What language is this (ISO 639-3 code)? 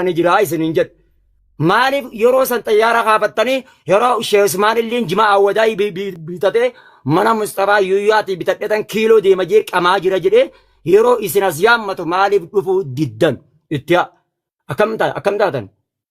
orm